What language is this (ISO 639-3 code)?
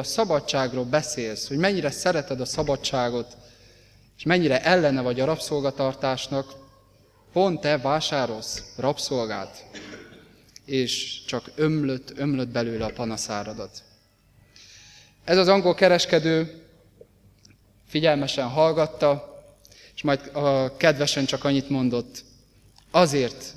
hun